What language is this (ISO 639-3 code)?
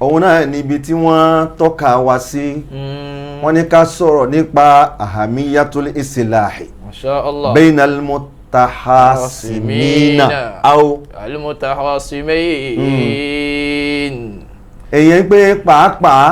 yor